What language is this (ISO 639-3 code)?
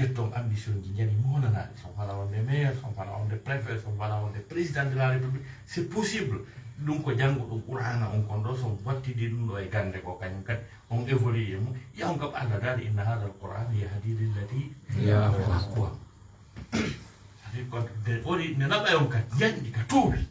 ful